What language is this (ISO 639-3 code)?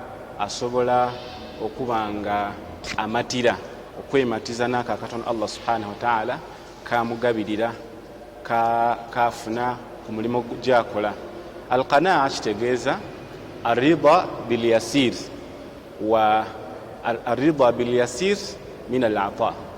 lug